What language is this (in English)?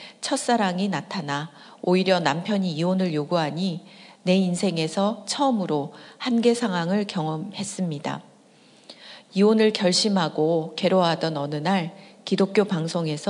Korean